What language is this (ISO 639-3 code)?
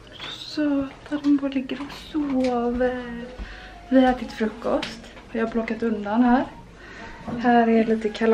swe